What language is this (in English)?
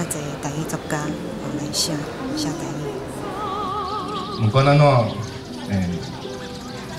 Min Nan Chinese